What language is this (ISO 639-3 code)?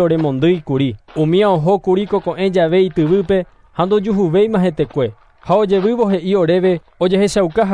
grn